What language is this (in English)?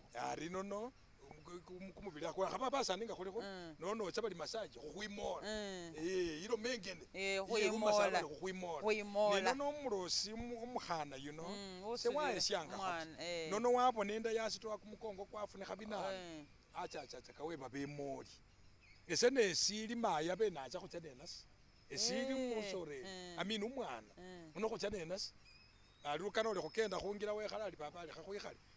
Masaaba